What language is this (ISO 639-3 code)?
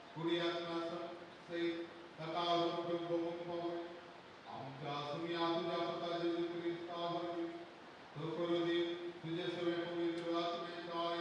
kok